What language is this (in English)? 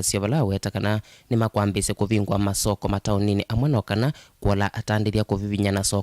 Kamba